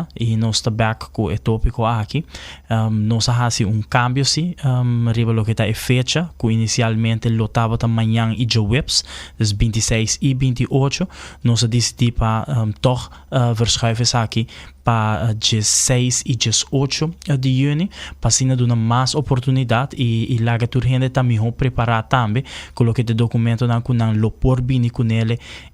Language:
Papiamento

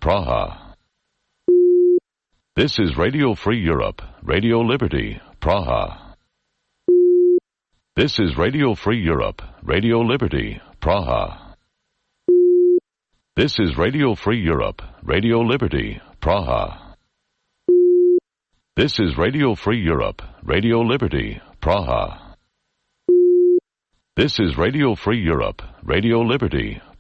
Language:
English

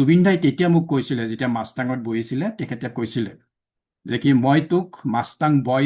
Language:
Assamese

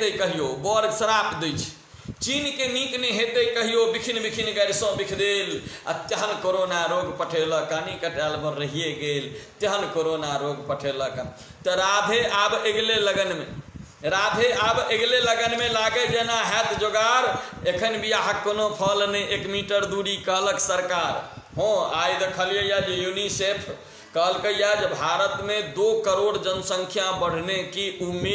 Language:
Maithili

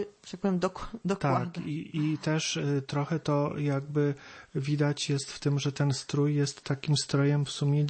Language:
Polish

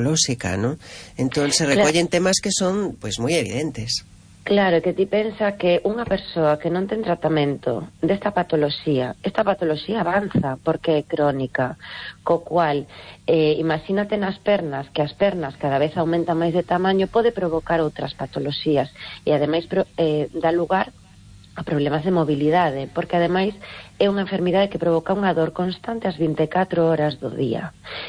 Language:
Galician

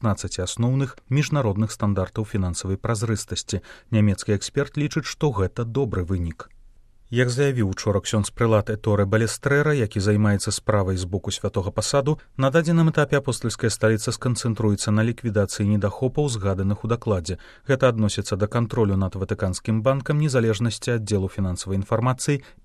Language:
Belarusian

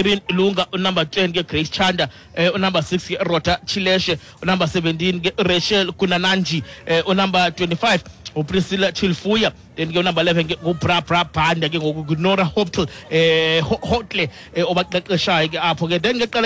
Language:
Xhosa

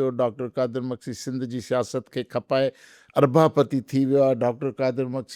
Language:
Sindhi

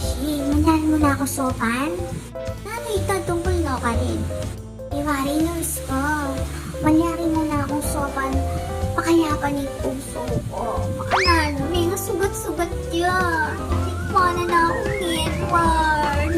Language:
Pampanga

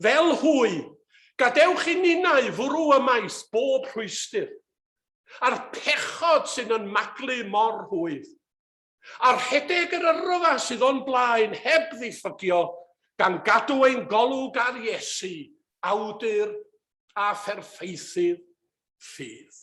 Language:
Welsh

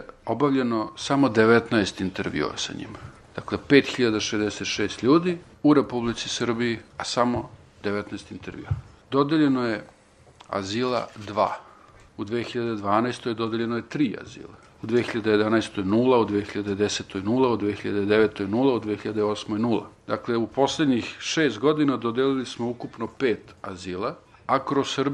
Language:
Serbian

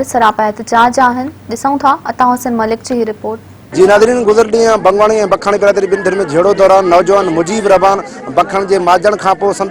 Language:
Sindhi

